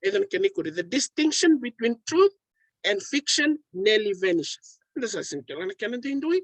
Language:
Fijian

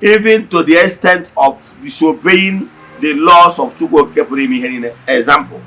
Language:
Igbo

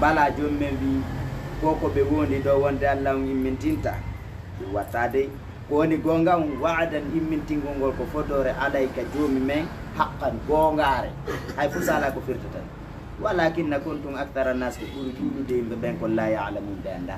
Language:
Fula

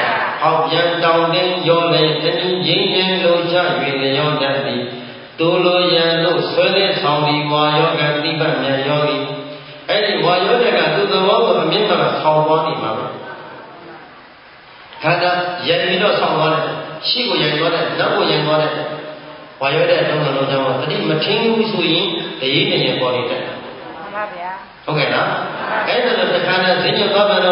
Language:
Burmese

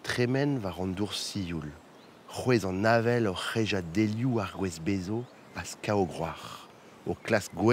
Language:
Breton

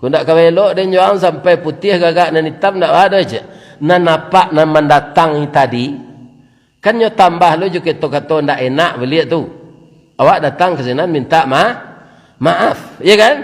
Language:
Minangkabau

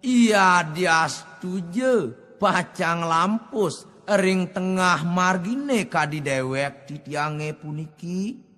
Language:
Balinese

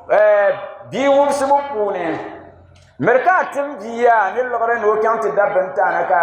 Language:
Dagbani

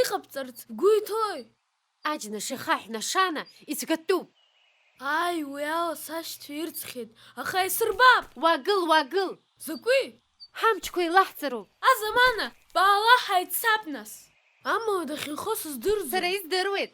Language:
Abkhazian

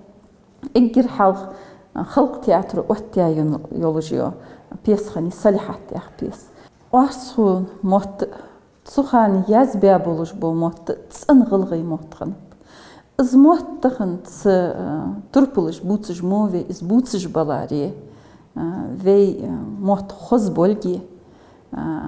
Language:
Ingush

